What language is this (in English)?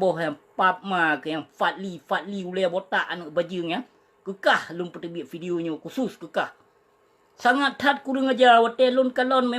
Achinese